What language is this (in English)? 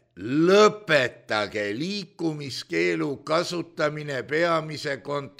Estonian